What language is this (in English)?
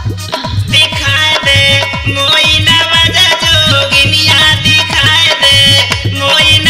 Bhojpuri